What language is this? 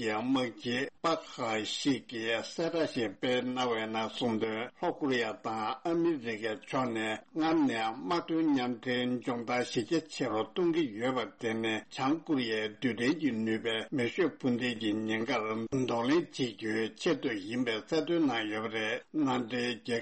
Tibetan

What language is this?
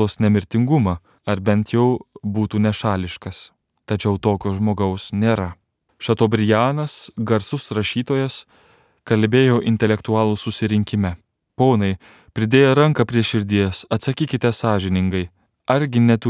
Lithuanian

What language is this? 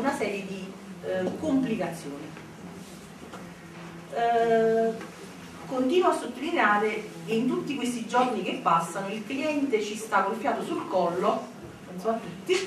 Italian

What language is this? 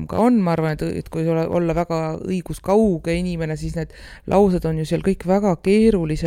Estonian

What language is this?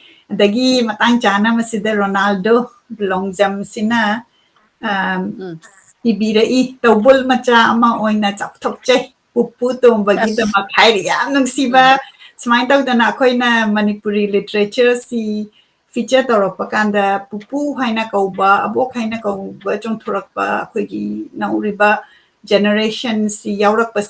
Manipuri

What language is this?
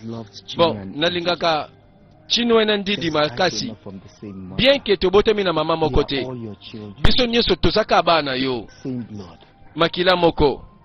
Lingala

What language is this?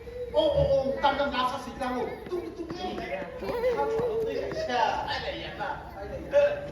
Kok Borok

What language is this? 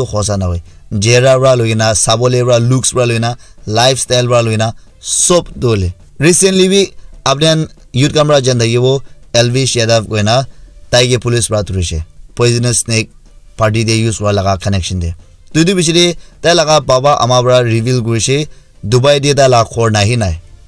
Naga Pidgin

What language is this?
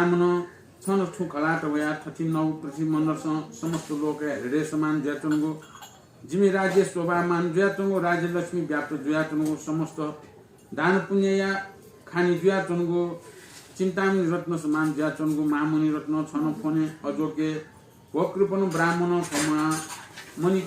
Newari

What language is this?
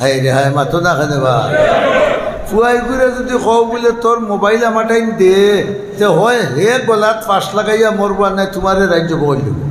Sylheti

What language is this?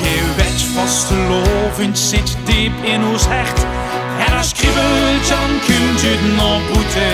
Limburgish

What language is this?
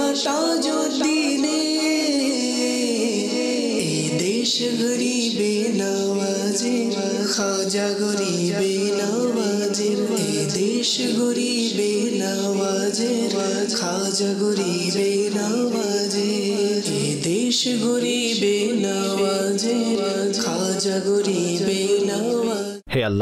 Bangla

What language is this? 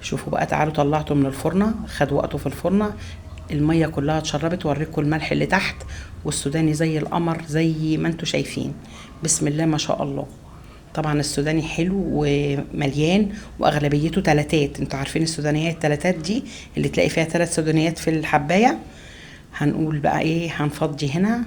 Egyptian Arabic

